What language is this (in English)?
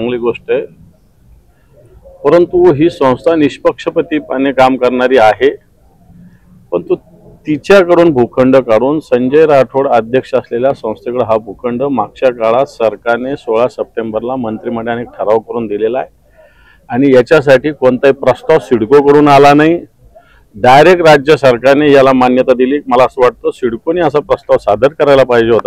Marathi